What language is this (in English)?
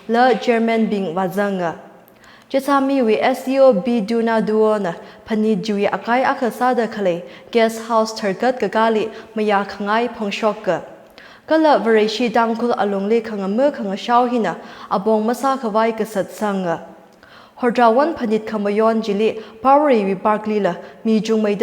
Tangkhul Naga (India)